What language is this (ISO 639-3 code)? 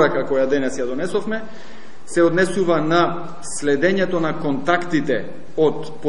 mkd